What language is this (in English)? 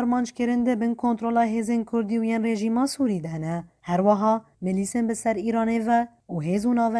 Kurdish